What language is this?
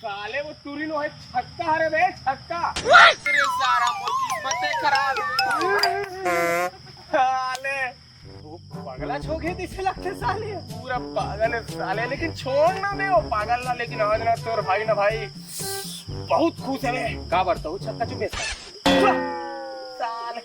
Chhattisgarhi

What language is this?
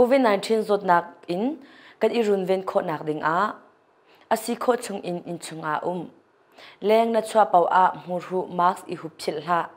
Hakha Chin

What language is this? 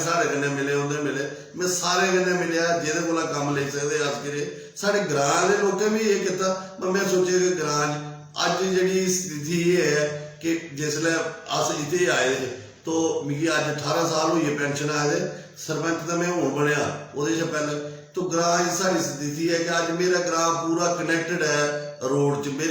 Dogri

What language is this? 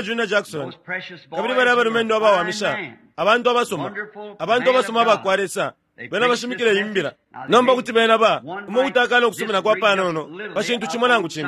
Bemba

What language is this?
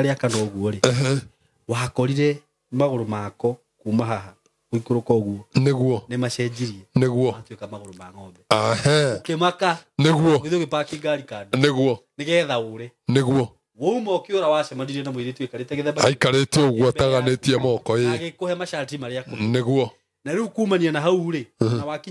Kikuyu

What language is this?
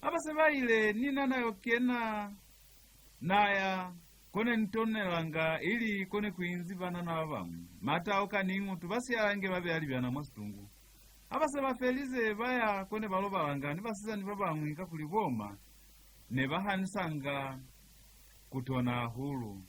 Lozi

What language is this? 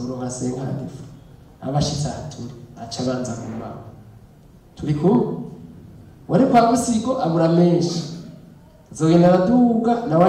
Rundi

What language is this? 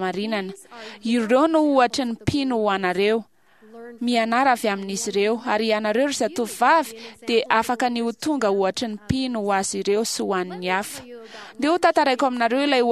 Malagasy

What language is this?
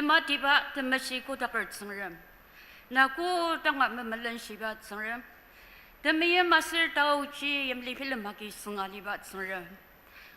Ao Naga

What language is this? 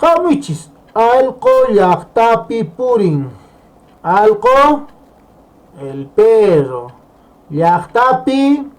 Quechua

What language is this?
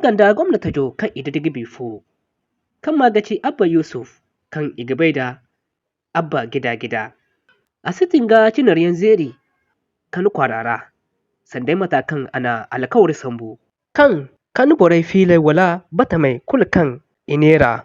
Zarma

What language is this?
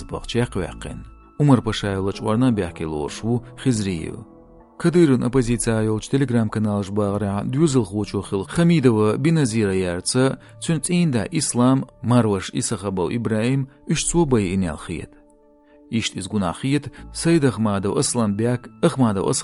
Chechen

